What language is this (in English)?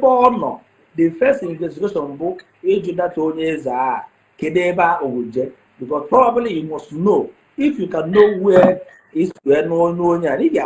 Igbo